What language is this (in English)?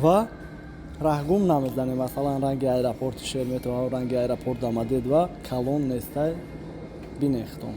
Tajik